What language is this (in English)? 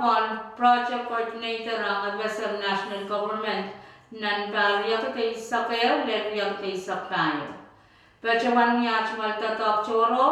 Pohnpeian